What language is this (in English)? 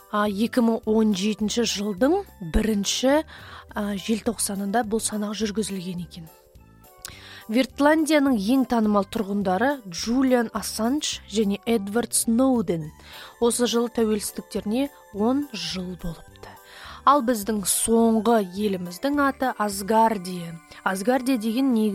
Kazakh